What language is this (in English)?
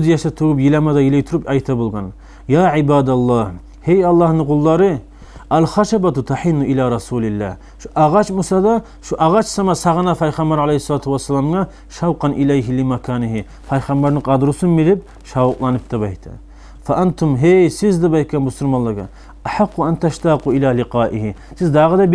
Kumyk